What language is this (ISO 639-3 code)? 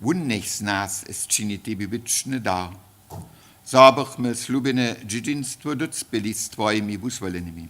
hsb